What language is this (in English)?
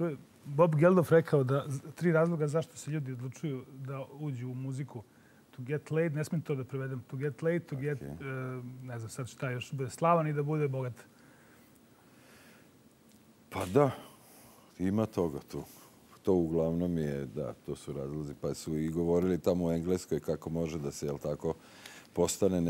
Serbian